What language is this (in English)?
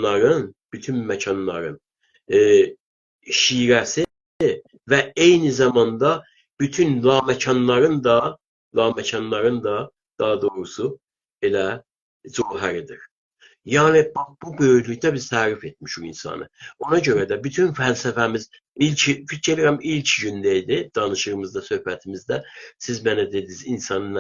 South Azerbaijani